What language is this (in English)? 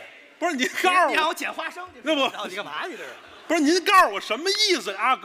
Chinese